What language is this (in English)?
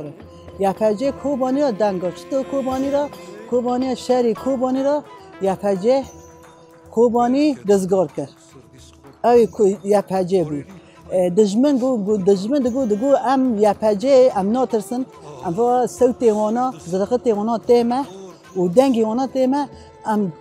Kurdish